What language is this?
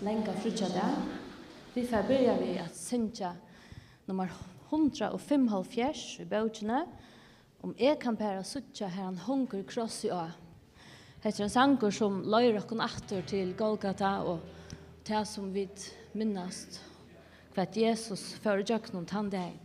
Faroese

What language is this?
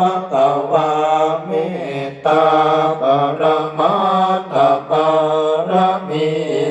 Pali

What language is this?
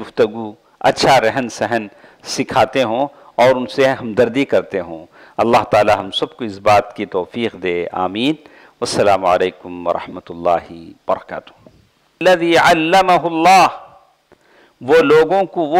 Urdu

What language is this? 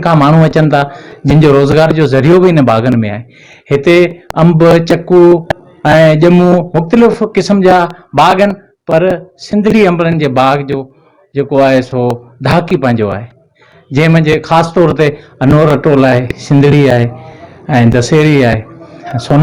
Sindhi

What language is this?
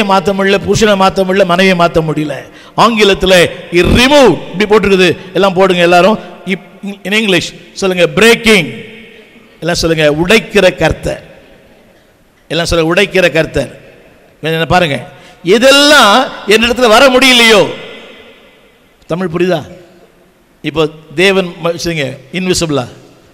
Tamil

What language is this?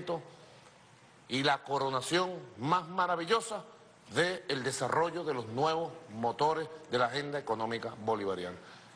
Spanish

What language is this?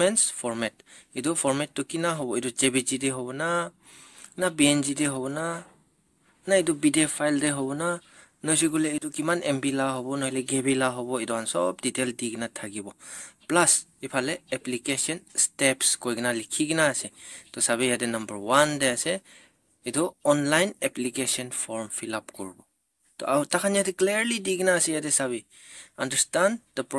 Naga Pidgin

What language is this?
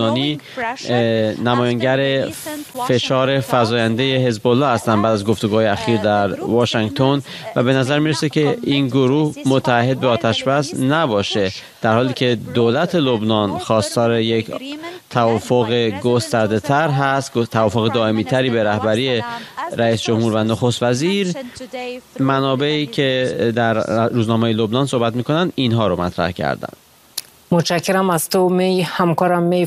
Persian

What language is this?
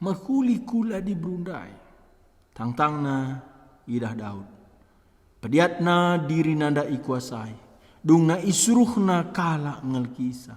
Batak Karo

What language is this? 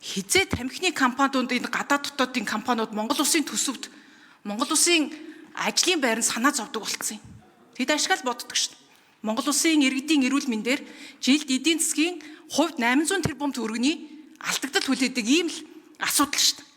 Mongolian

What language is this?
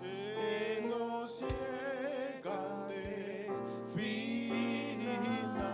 Papiamento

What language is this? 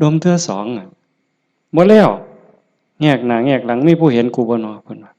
Northeastern Thai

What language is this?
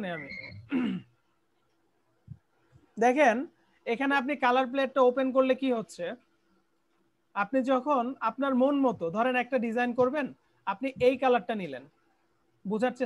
Bangla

